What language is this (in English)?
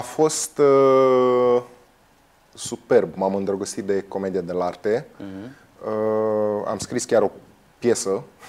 Romanian